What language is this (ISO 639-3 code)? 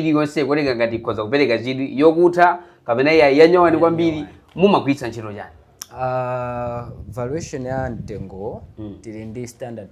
nya